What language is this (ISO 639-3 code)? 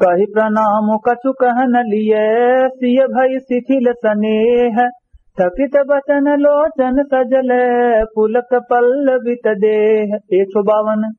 awa